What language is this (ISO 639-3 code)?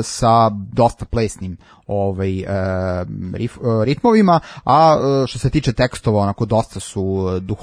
srp